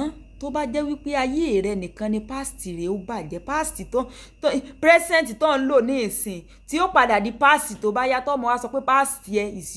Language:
Yoruba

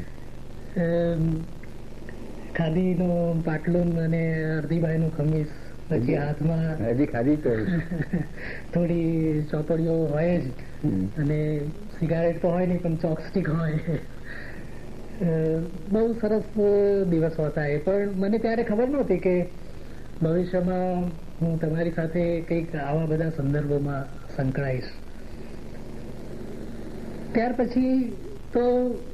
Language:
Gujarati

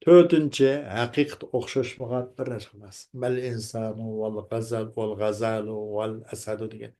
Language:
Uyghur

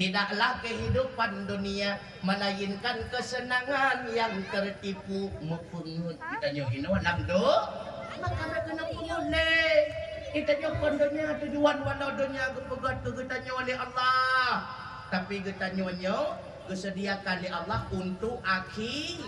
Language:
Achinese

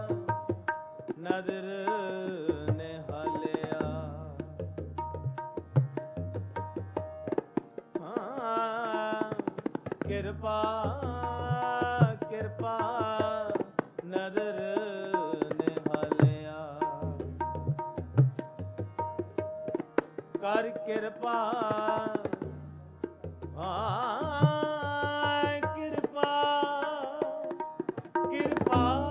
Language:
Punjabi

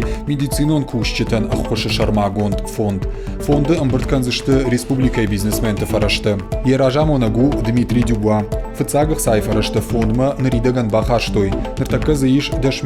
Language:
Ossetic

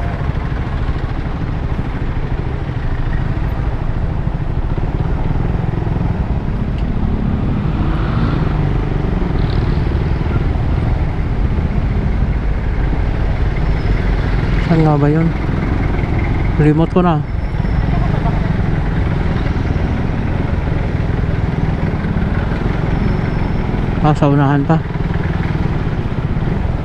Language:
Filipino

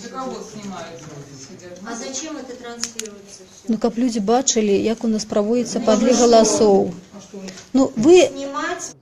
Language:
Belarusian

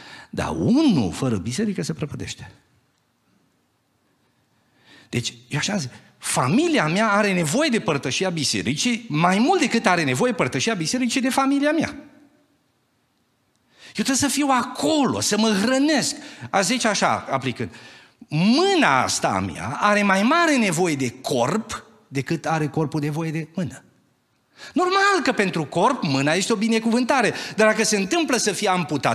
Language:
Romanian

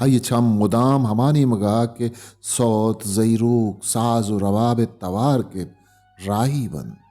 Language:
Baluchi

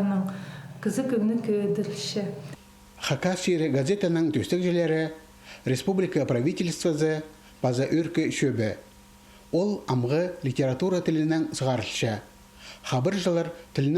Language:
Khakas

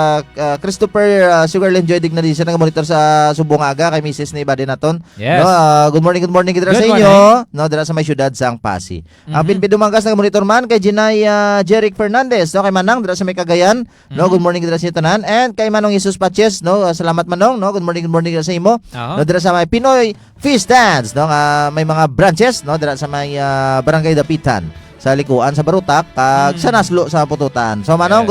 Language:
Hiligaynon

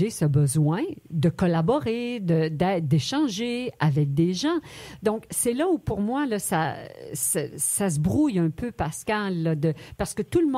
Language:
French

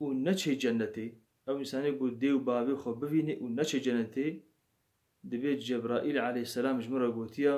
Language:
Kurdish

